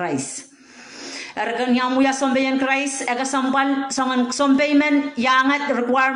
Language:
Pohnpeian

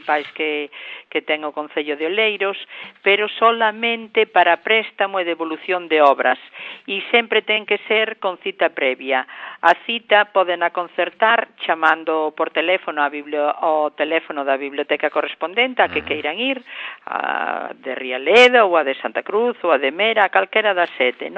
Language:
Galician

